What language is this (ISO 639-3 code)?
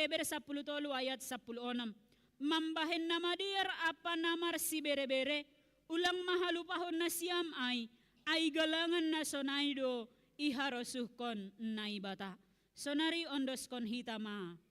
bts